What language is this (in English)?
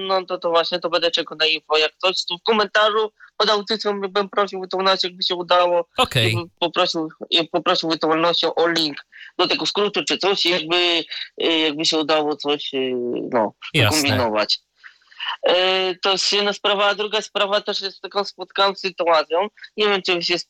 Polish